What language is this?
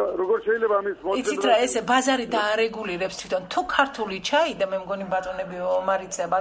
Georgian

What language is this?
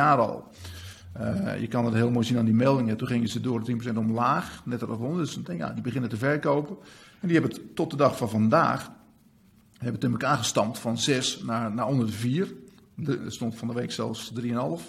Dutch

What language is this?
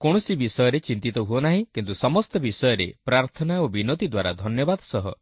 Odia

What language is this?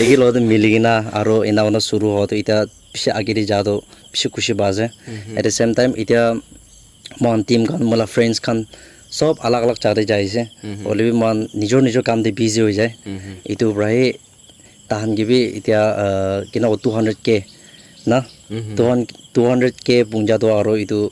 Naga Pidgin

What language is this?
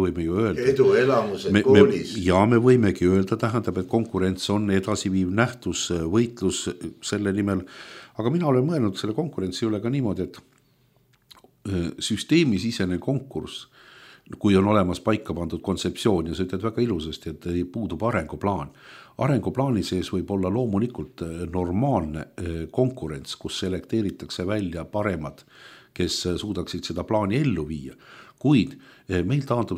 Estonian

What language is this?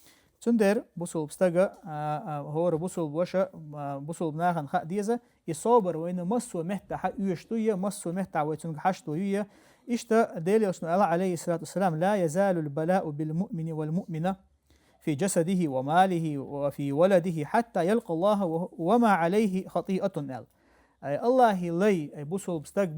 Chechen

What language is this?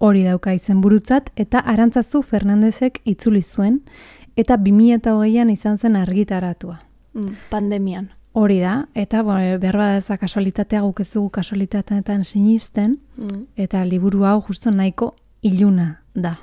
Basque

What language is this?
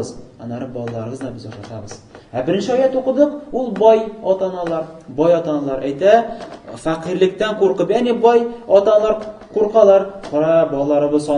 Tatar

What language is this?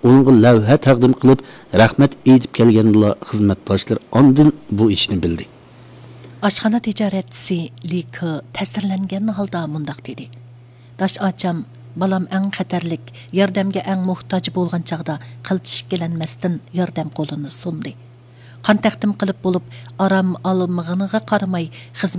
Uyghur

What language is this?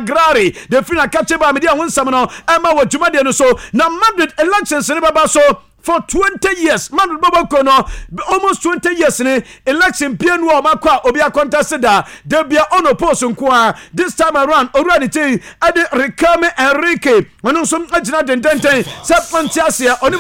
Akan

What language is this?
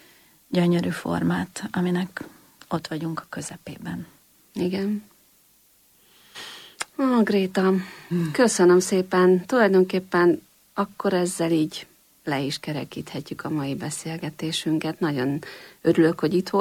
Hungarian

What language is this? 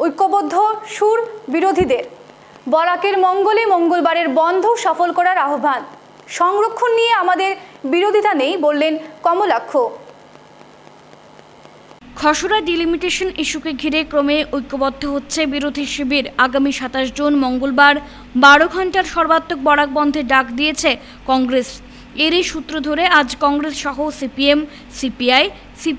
Bangla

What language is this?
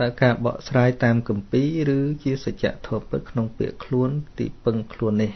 Khmer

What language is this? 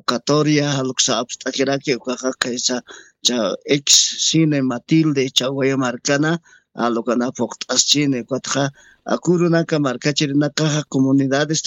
Aymara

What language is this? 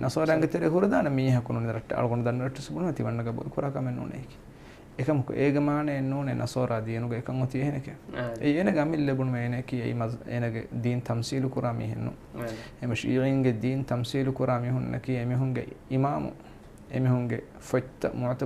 Divehi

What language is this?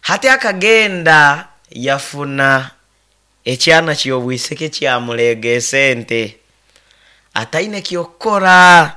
Nyoro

